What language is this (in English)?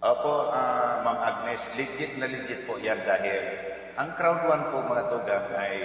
Bikol